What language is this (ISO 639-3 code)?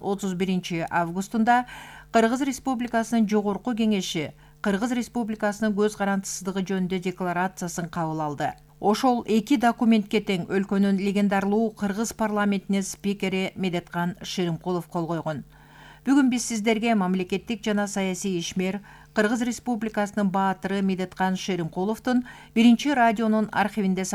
kir